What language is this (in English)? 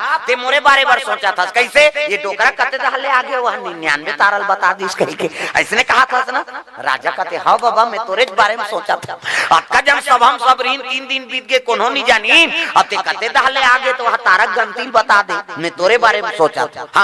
Chhattisgarhi